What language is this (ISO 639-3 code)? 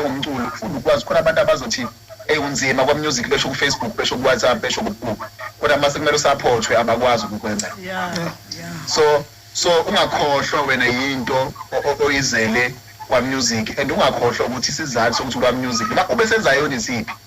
zul